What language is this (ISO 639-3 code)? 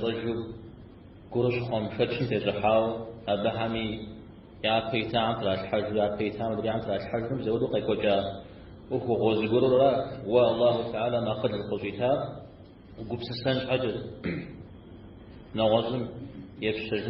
kbd